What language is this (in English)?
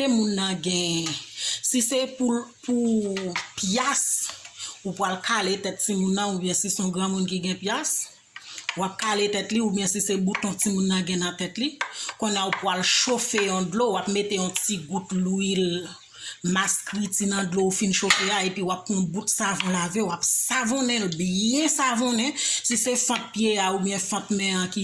Haitian Creole